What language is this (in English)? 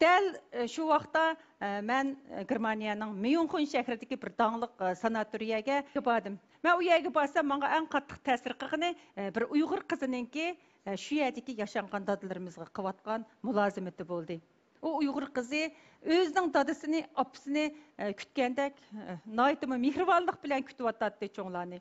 Uyghur